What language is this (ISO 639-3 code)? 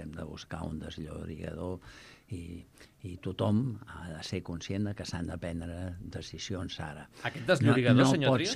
cat